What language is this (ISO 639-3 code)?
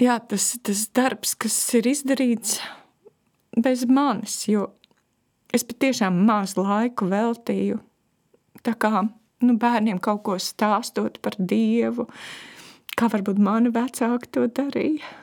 lav